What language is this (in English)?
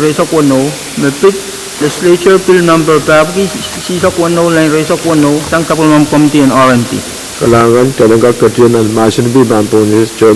Pohnpeian